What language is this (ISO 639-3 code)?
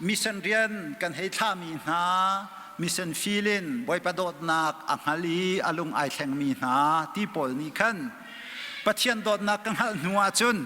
cnh